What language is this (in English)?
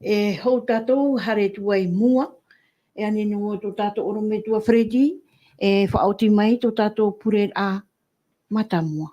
Tahitian